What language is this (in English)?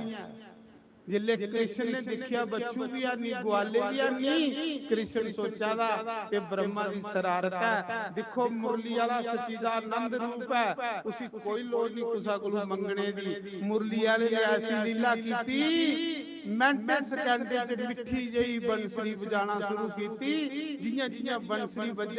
Dogri